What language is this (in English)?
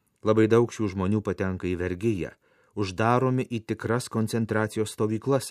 Lithuanian